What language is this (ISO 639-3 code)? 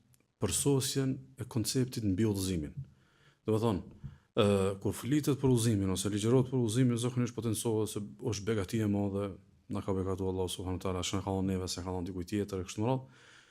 sqi